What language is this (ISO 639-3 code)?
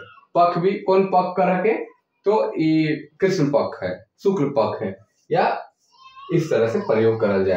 sck